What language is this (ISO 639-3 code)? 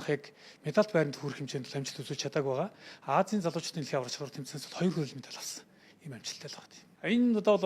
mon